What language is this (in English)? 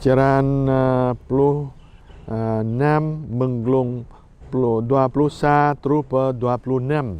Jarai